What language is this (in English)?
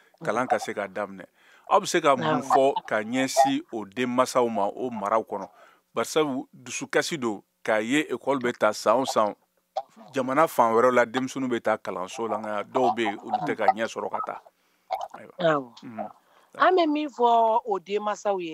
Bambara